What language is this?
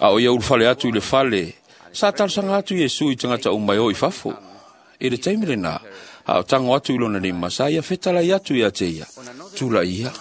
Samoan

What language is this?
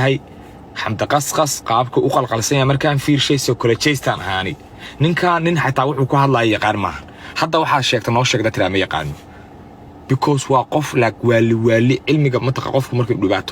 Somali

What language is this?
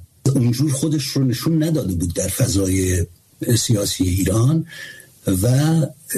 Persian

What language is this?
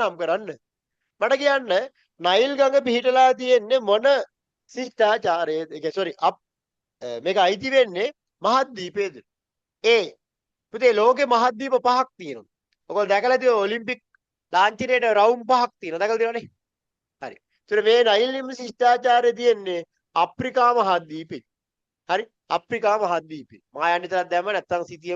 Sinhala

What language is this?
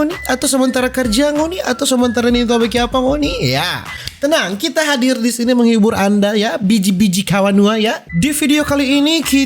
Manado Malay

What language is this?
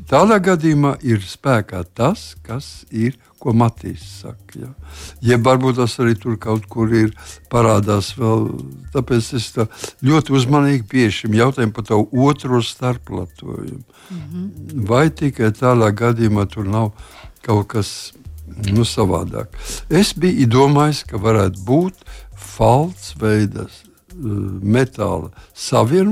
Latvian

